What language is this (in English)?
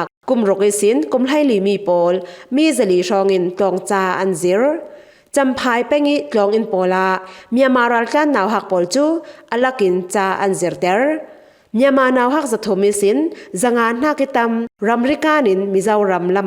Falam Chin